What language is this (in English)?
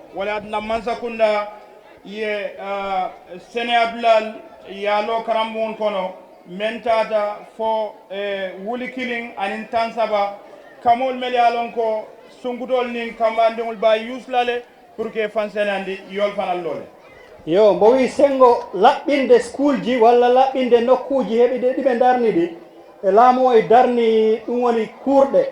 Fula